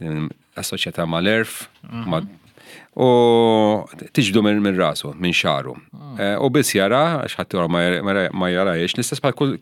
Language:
Maltese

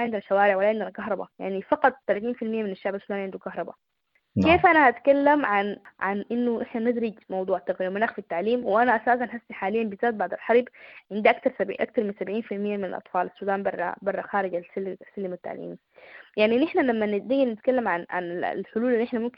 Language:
Sudanese Arabic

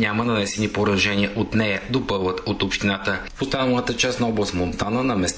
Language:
Bulgarian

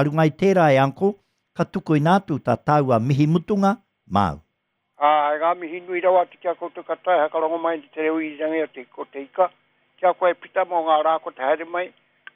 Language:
Māori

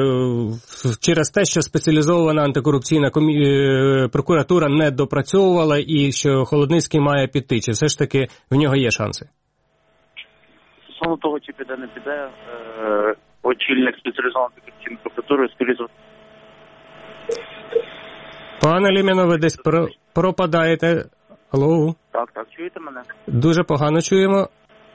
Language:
Ukrainian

